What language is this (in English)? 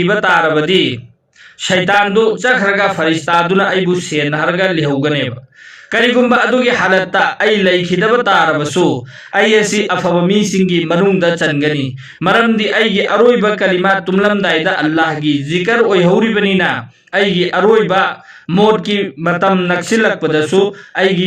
Manipuri